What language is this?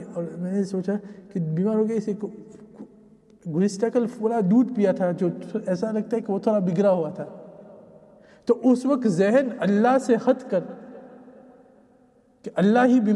Urdu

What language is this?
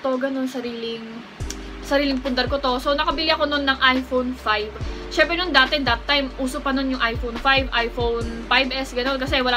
Filipino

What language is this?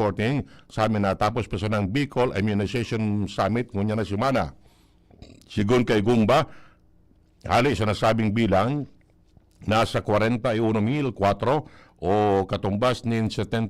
Bikol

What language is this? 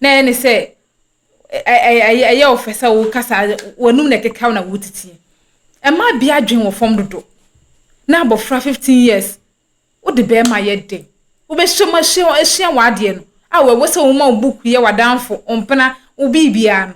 Akan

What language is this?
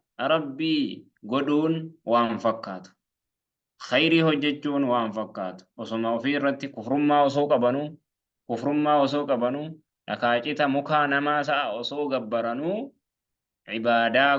Oromo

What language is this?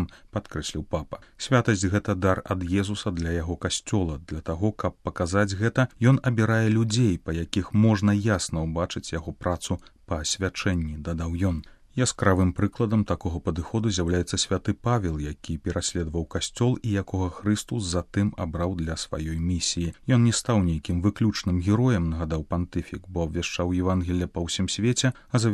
Belarusian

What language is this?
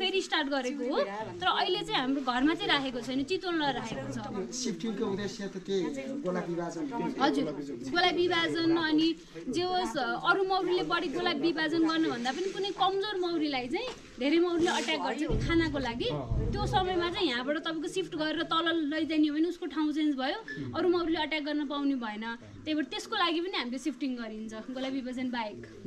Nepali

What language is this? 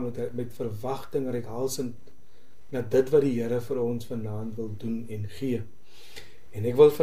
Afrikaans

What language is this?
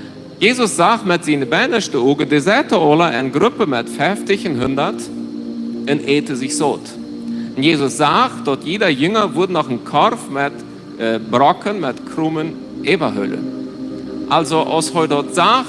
Plautdietsch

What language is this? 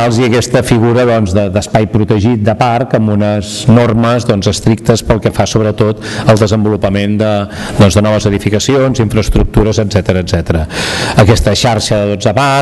Catalan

